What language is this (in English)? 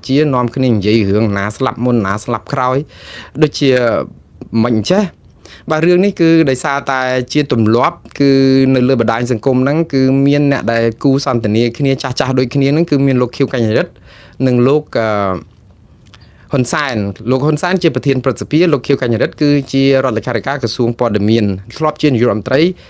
Khmer